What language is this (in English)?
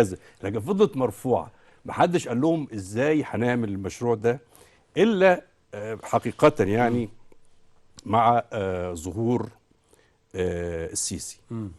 Egyptian Arabic